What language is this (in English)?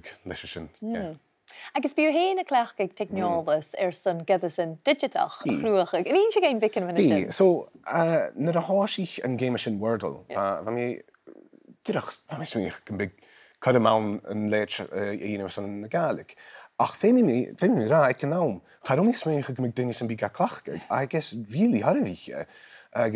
Scottish Gaelic